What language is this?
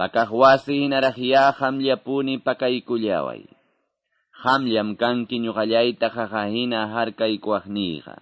Quechua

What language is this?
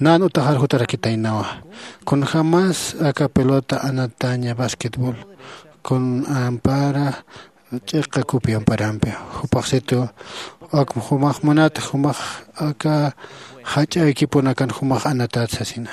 Aymara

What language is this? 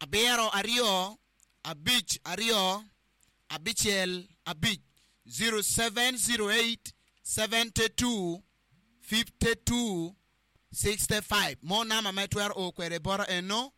Acoli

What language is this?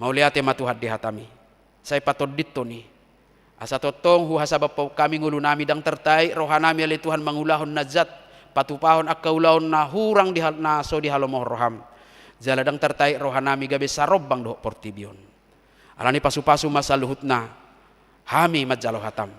Batak Toba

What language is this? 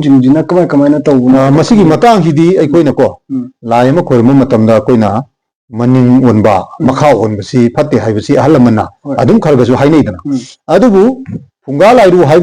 Manipuri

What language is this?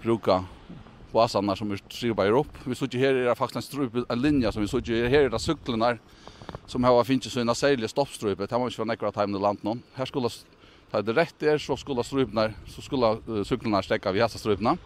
Faroese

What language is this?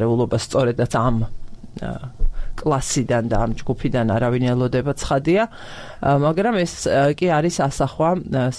Georgian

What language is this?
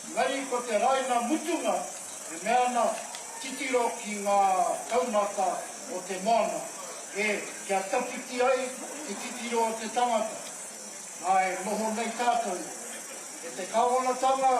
Māori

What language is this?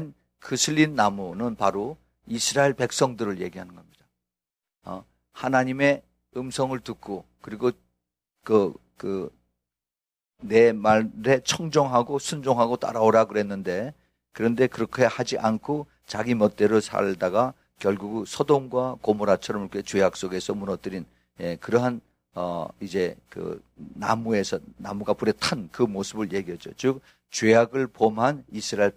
Korean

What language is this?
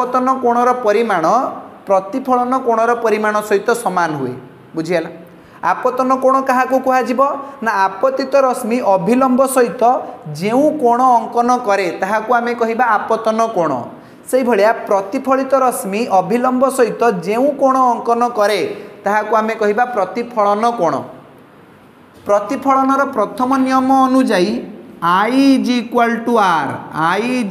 Odia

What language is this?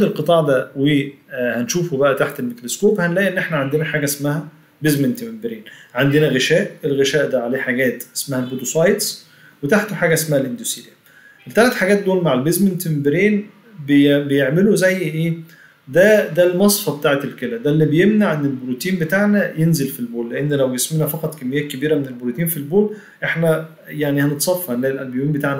Egyptian Arabic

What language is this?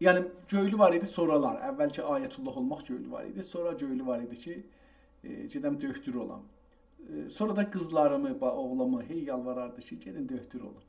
South Azerbaijani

